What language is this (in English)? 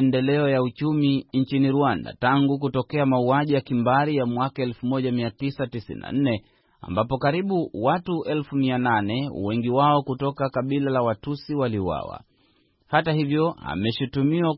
Swahili